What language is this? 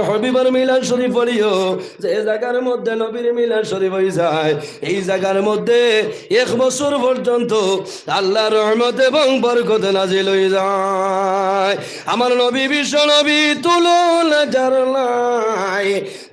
Sylheti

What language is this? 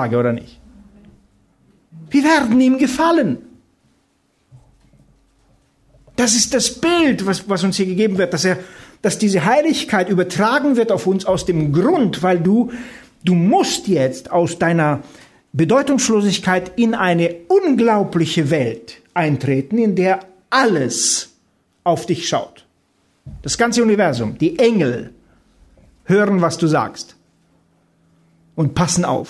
German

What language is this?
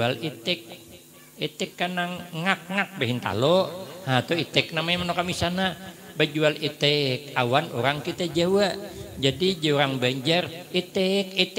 Banjar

